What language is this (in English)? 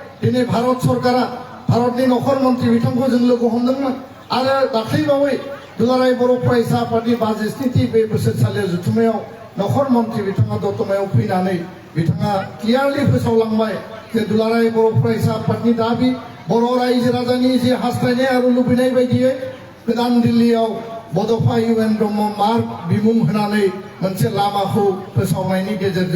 Bodo